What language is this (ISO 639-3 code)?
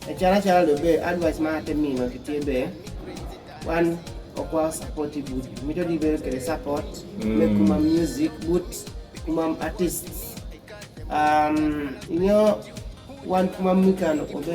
kdi